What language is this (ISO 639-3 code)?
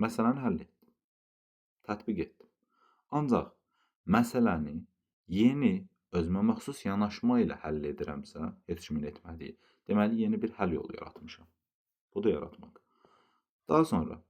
aze